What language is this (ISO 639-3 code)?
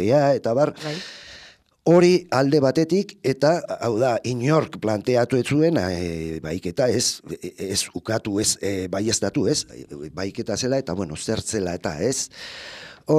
eus